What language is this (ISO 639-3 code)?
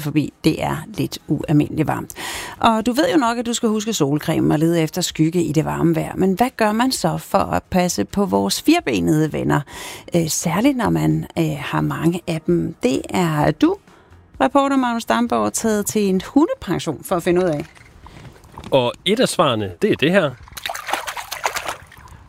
dan